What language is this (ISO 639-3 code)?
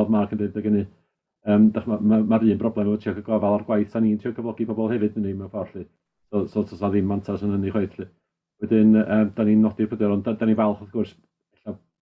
cym